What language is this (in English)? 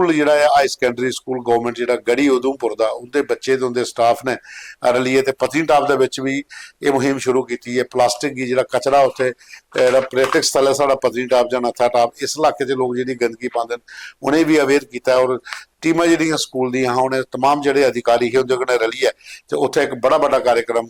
Dogri